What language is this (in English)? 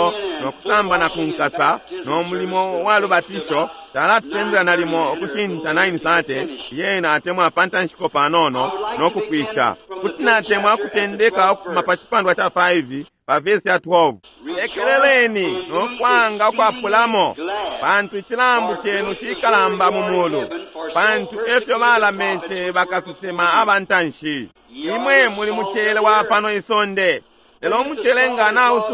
Bemba